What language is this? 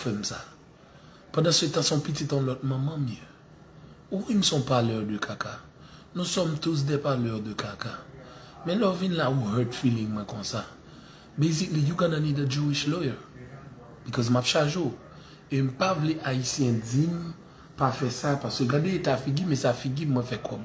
Haitian Creole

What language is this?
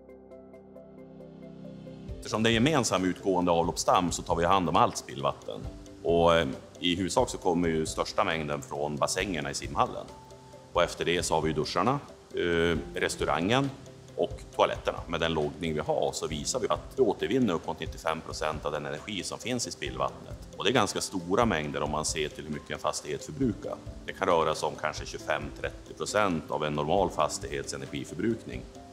Swedish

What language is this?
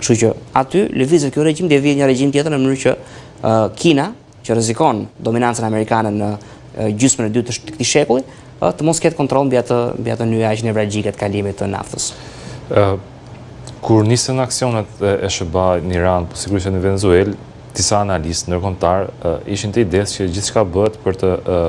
Albanian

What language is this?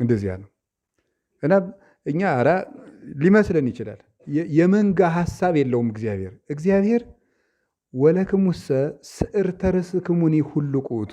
Amharic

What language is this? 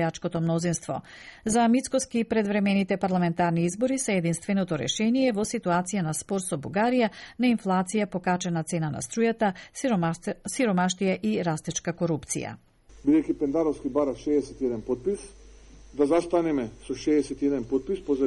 Macedonian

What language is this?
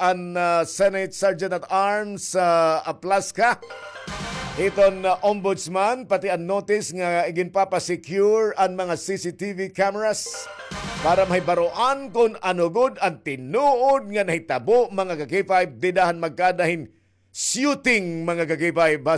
Waray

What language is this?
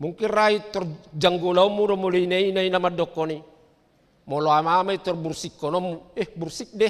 Batak Toba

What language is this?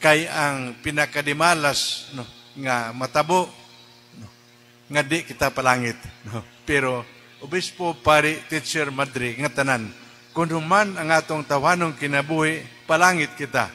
Cebuano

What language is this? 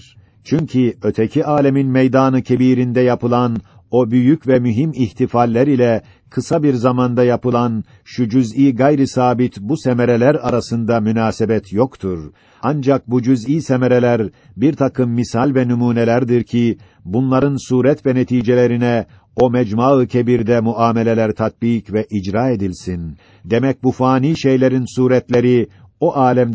Turkish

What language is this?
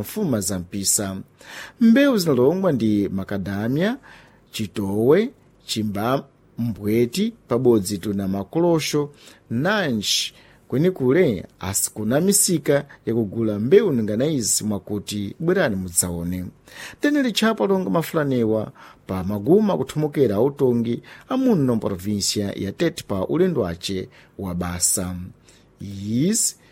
Sena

